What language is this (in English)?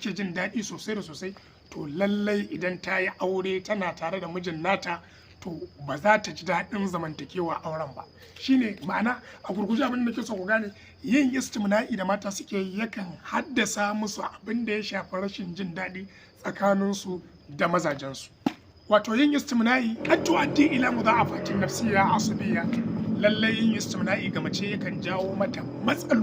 Hausa